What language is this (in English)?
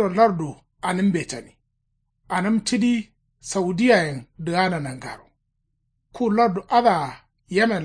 Kanuri